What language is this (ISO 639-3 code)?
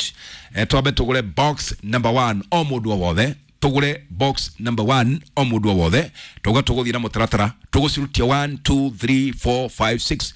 kik